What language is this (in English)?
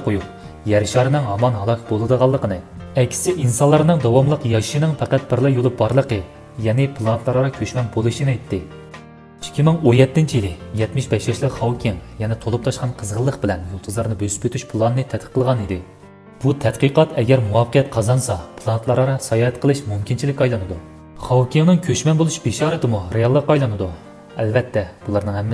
Uyghur